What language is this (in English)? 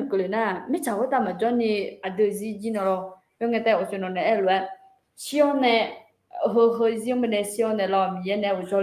Akha